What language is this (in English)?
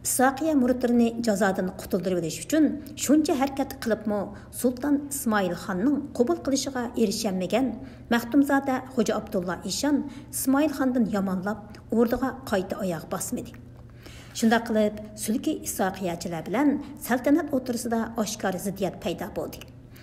Uyghur